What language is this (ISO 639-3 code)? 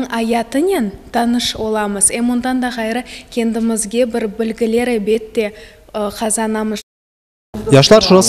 crh